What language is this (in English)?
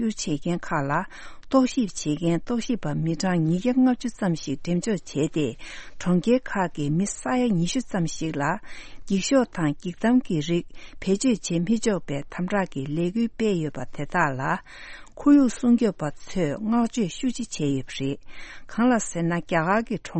Tibetan